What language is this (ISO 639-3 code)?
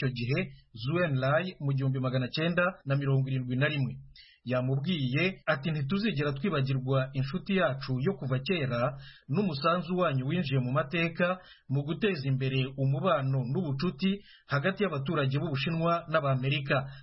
kin